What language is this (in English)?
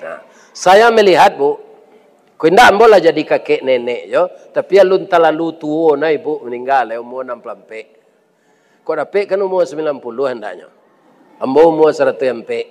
Minangkabau